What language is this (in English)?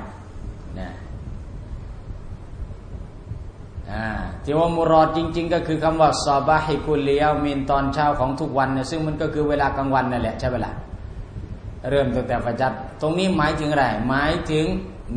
Thai